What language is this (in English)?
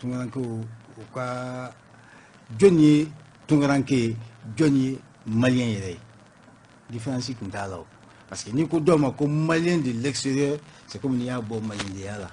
Bambara